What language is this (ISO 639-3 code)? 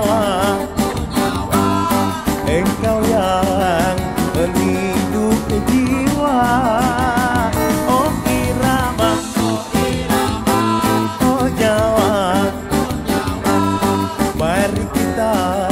msa